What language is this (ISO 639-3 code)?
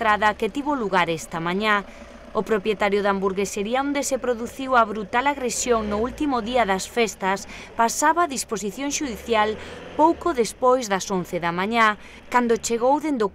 glg